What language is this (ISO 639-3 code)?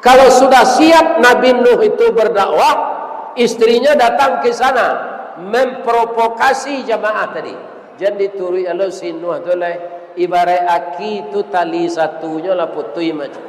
min